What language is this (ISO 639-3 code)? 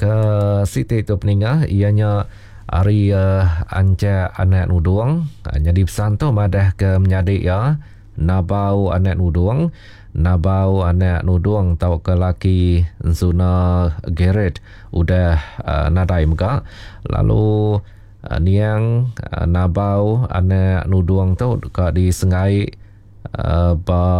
iba